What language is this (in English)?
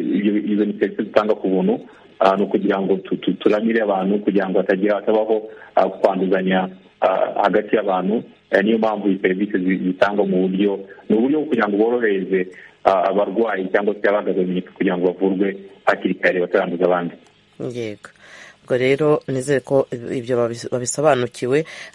Kinyarwanda